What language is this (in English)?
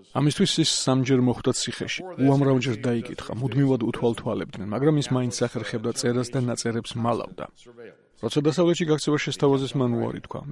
Georgian